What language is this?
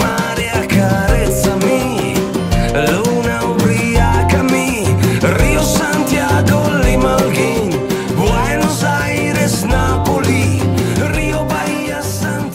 Italian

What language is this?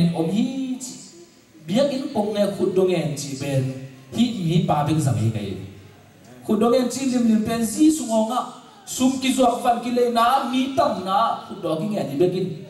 Tedim Chin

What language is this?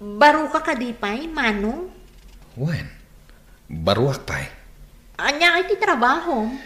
Iloko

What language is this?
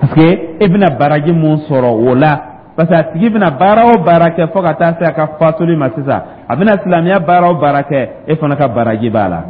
Dyula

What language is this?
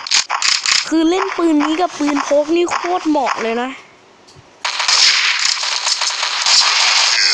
Thai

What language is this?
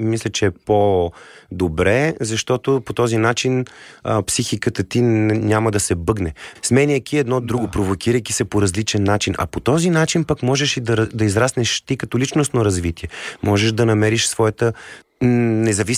Bulgarian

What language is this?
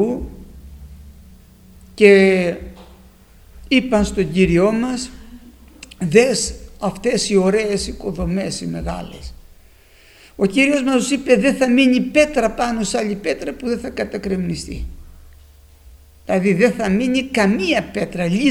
Greek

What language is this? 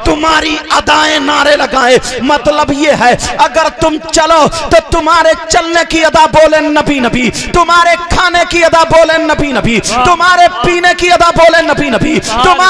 Urdu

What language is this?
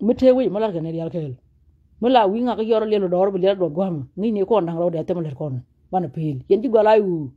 Nuer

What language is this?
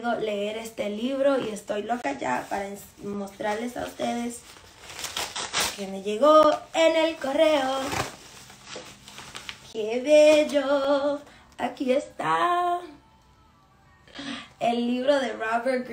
Spanish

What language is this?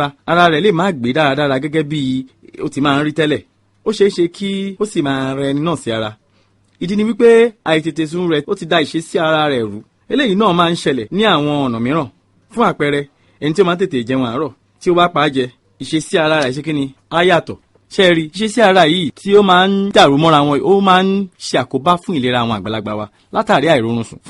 Yoruba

